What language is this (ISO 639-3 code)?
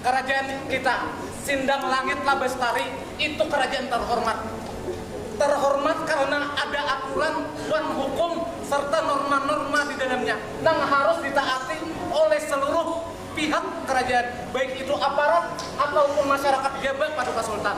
bjn